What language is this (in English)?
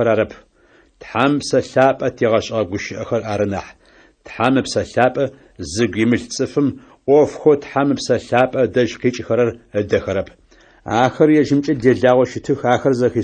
Adyghe